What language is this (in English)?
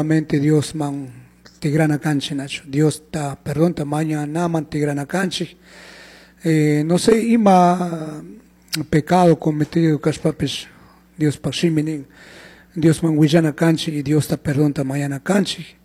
Chimborazo Highland Quichua